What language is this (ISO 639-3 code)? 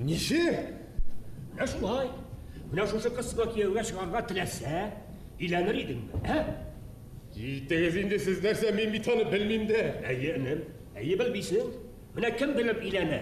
bak